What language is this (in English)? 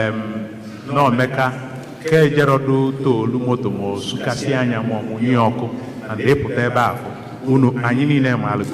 Igbo